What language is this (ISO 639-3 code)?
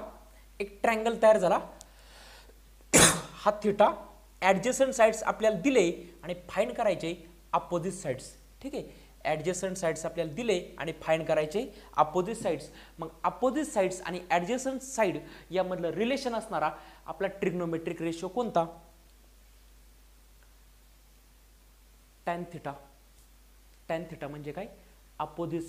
mar